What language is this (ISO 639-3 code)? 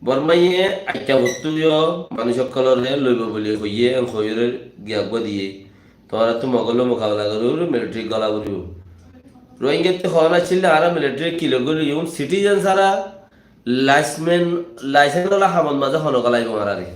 rhg